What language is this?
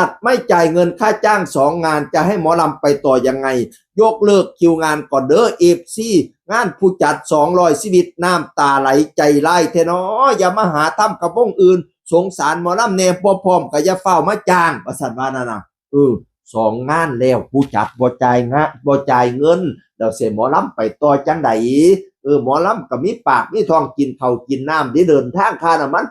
Northeastern Thai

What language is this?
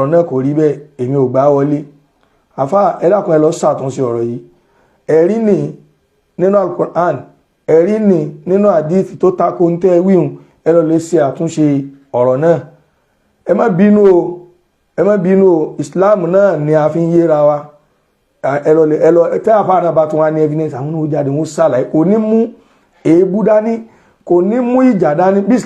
Yoruba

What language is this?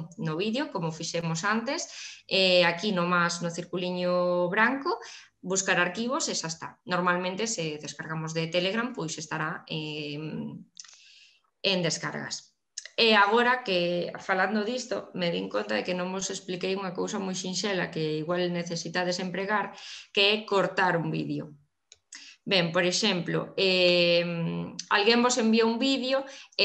Galician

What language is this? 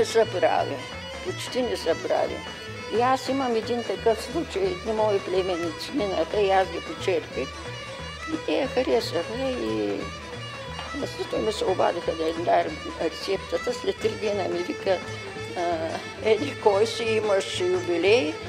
Bulgarian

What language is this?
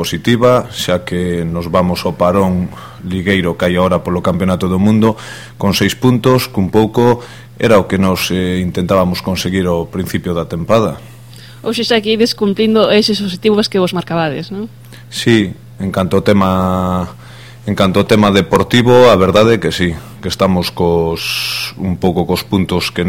Galician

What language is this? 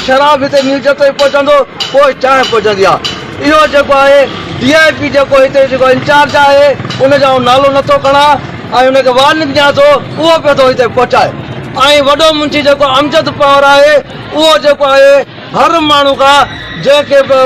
Sindhi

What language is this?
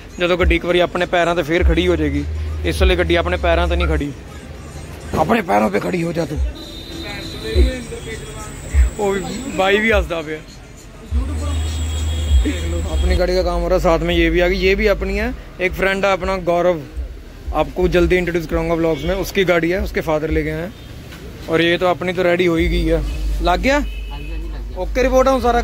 Hindi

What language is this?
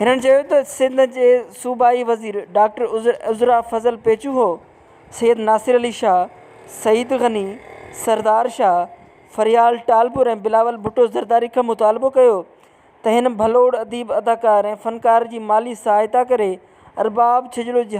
Sindhi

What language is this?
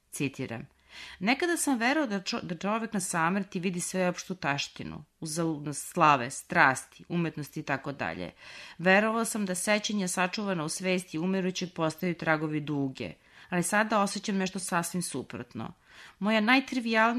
Serbian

